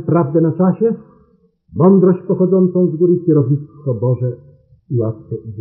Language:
Polish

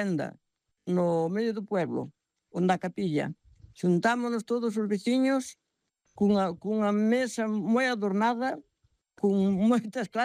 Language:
Galician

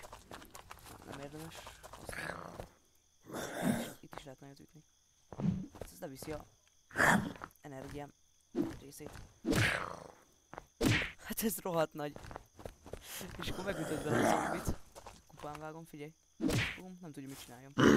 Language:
Hungarian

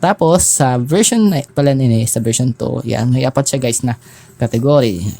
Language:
Bikol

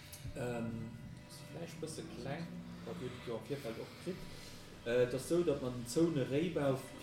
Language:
Luxembourgish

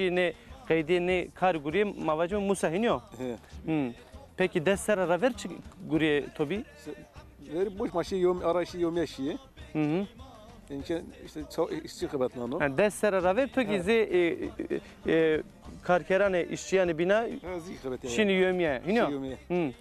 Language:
Zaza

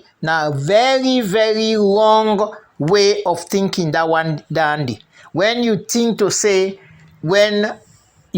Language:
Krio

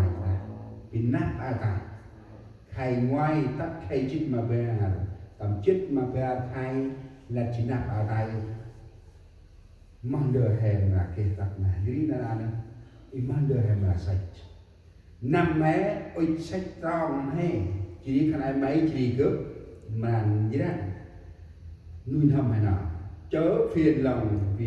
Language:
Central Mnong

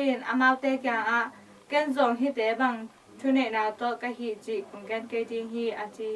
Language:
Tedim Chin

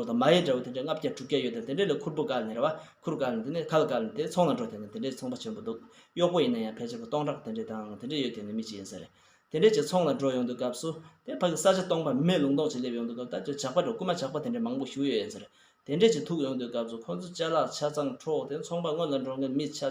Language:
Tibetan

